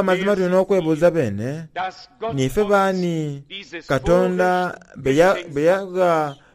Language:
Soga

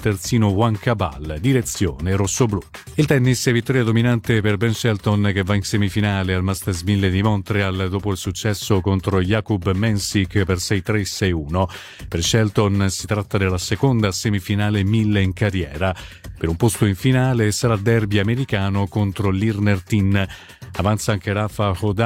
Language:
Italian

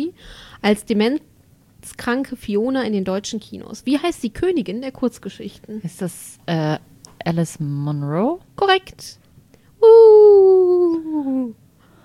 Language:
German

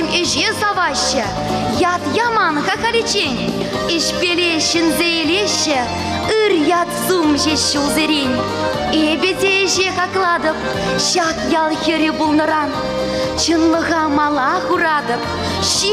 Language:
Chuvash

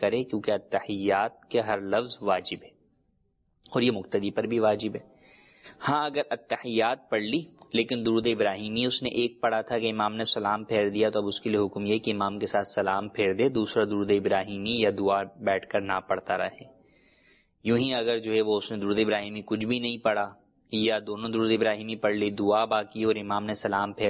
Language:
Urdu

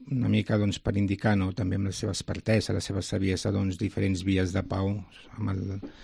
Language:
Catalan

